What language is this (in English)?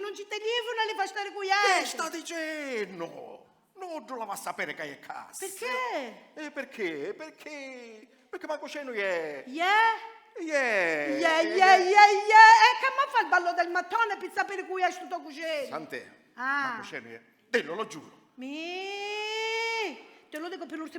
Sicilian